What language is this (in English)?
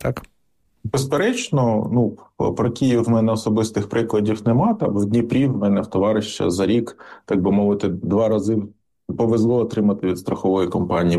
Ukrainian